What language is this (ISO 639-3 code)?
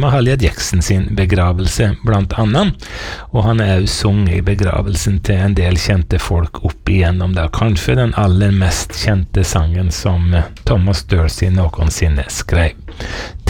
nor